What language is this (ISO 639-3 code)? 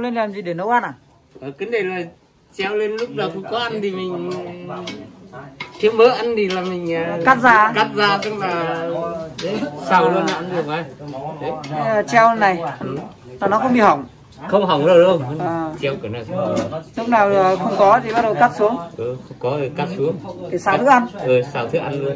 vie